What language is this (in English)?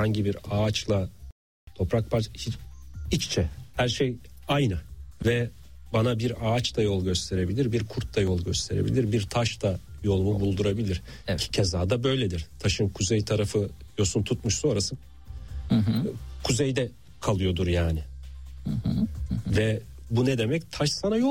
Turkish